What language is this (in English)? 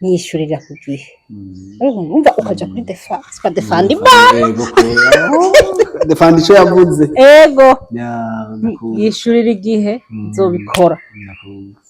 Rundi